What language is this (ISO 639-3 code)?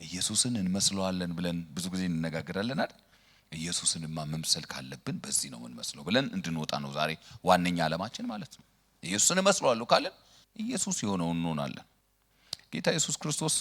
amh